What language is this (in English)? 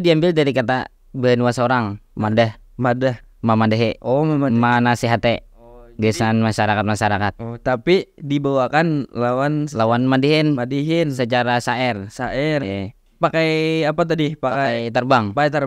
Banjar